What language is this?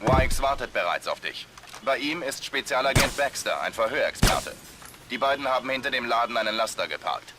Bavarian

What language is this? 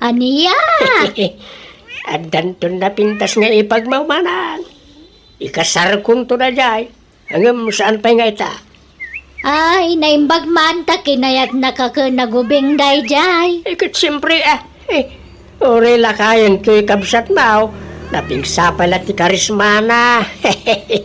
Iloko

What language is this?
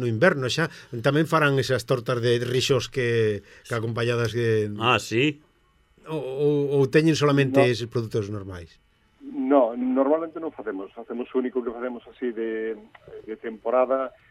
Galician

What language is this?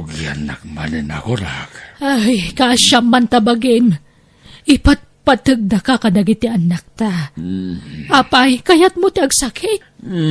Iloko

